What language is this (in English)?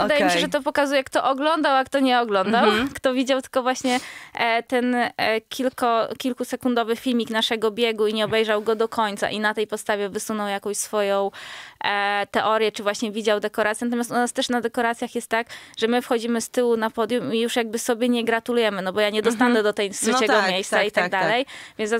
Polish